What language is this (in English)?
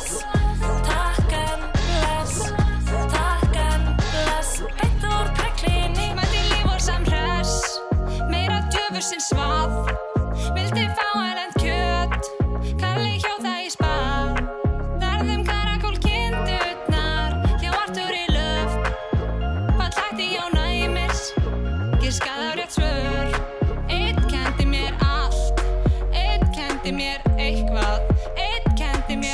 Icelandic